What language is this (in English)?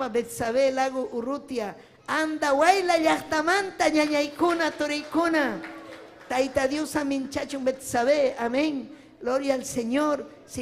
Ayacucho Quechua